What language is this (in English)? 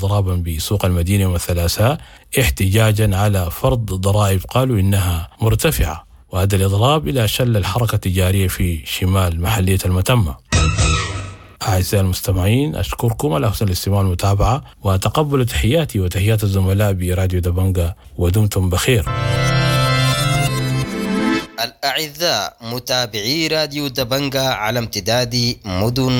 Sudanese Arabic